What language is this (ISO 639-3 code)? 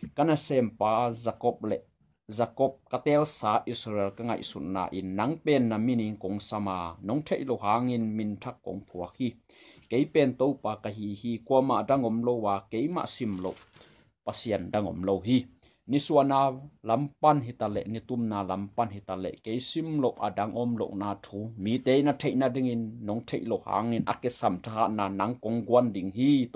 ctd